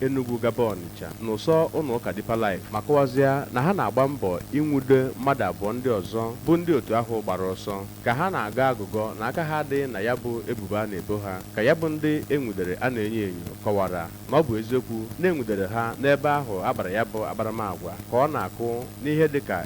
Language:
Igbo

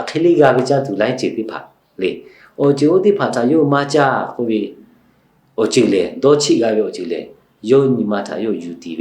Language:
Lahu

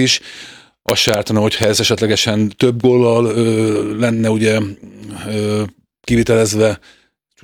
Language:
Hungarian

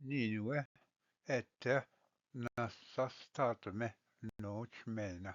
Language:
Ojibwa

